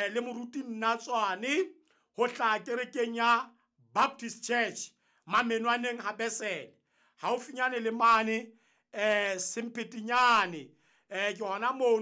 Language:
Southern Sotho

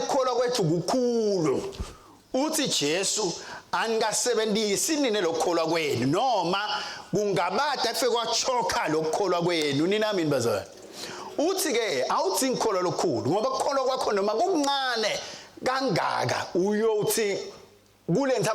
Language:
Swati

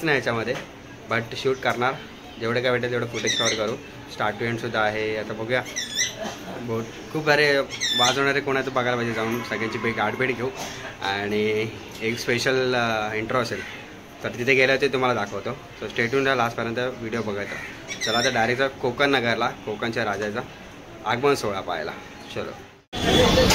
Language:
Marathi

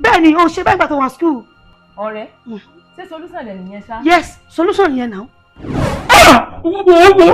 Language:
Yoruba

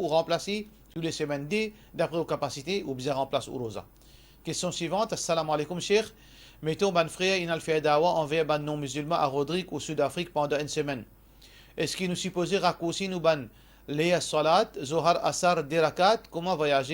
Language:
Morisyen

